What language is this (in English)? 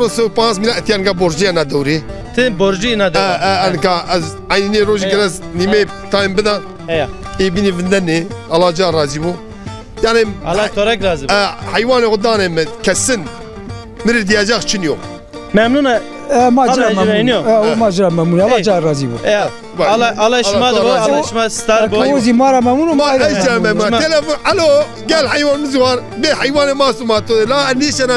Zaza